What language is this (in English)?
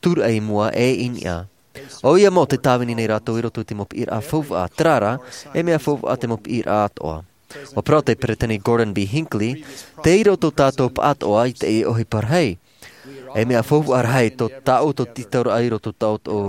Tahitian